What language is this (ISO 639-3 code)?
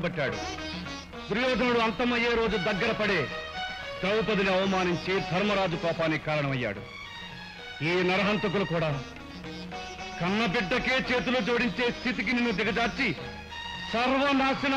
tel